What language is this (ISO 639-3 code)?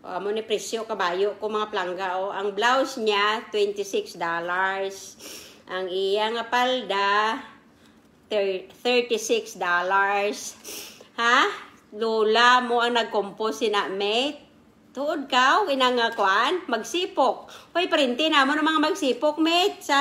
krj